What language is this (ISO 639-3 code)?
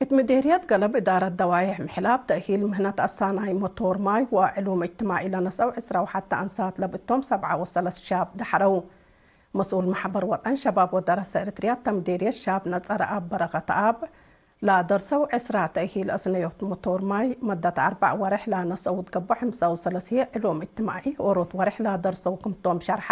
tig